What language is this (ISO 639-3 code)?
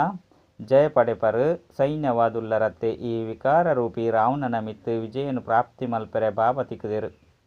tcy